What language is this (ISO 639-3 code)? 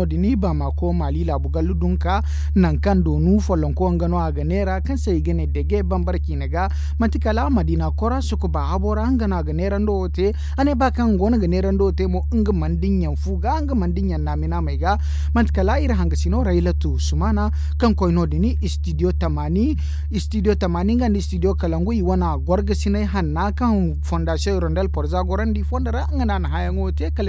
dje